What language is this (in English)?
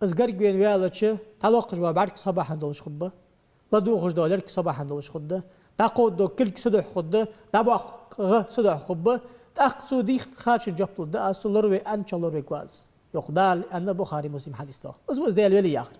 Ingush